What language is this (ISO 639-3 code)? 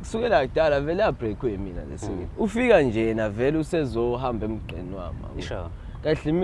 zul